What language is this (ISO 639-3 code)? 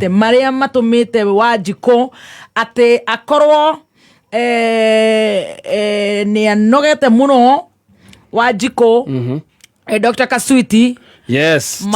kik